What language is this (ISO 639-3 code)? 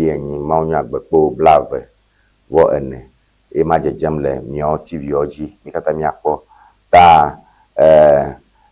ewe